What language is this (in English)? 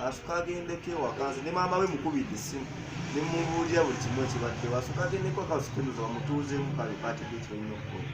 Ganda